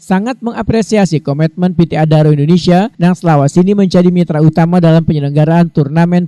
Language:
Banjar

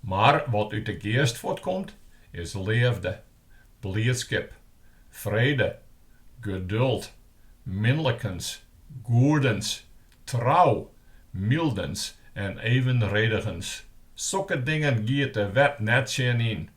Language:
Western Frisian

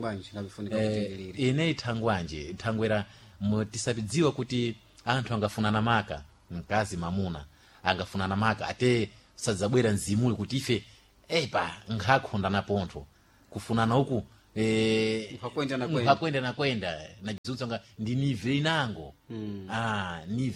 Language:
Sena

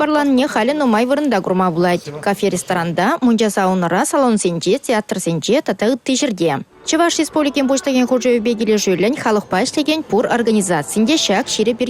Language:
Chuvash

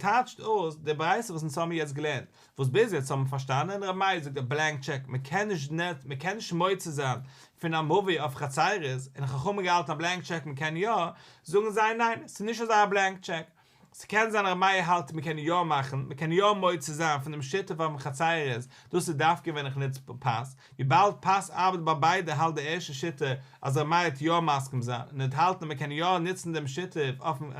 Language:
Yiddish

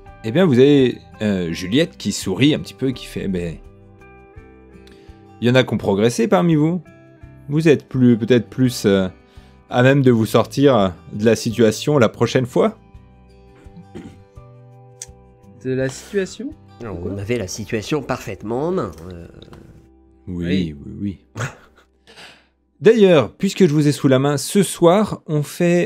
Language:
French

